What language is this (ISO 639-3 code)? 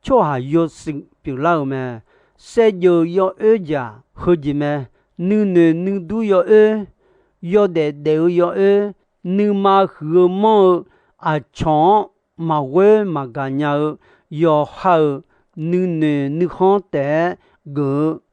ahk